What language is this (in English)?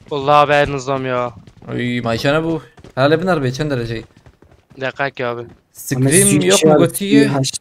Kurdish